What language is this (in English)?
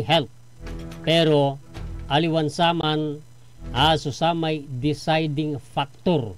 Pangasinan